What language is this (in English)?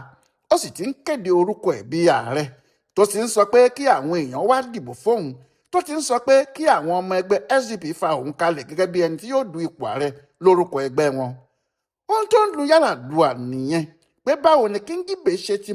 Yoruba